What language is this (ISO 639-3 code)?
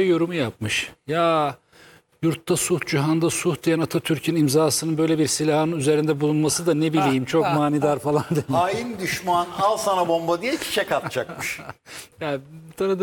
tur